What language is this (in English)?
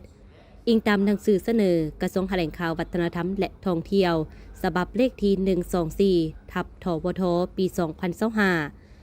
Lao